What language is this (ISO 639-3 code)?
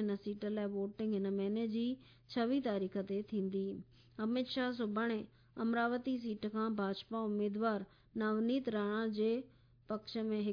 snd